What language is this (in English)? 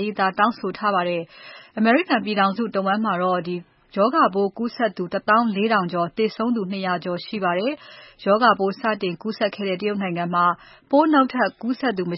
Burmese